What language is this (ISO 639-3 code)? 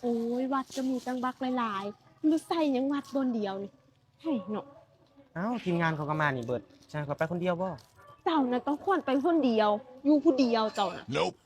tts